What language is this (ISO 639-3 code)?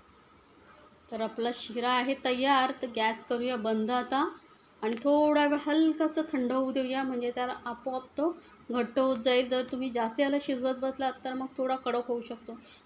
mar